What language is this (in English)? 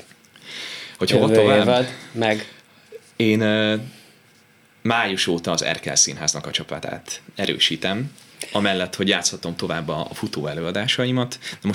Hungarian